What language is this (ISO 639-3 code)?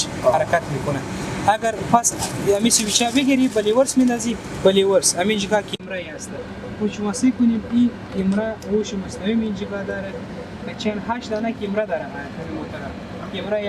fas